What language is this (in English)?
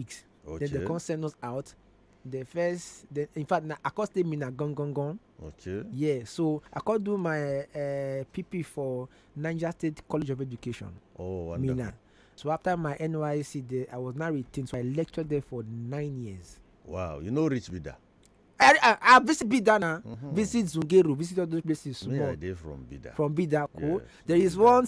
Nigerian Pidgin